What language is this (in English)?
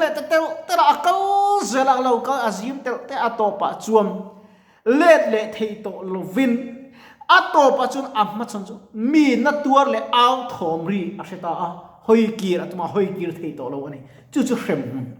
Mizo